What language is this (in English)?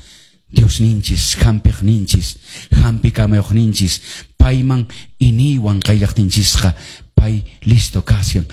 Quechua